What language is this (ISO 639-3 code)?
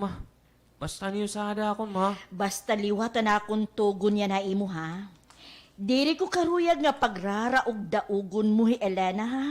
war